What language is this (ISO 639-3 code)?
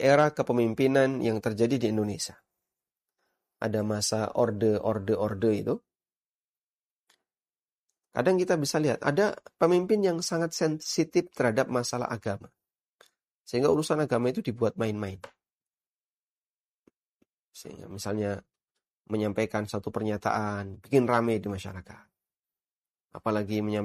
ind